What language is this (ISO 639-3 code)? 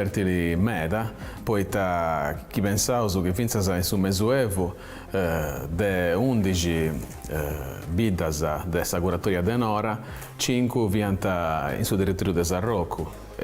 srd